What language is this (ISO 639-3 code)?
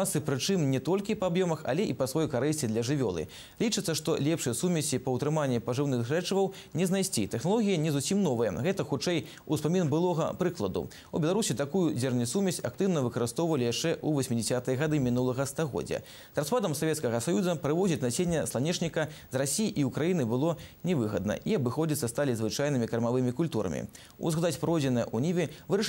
bel